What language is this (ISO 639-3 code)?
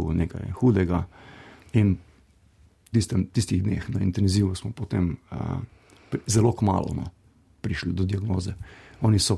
slv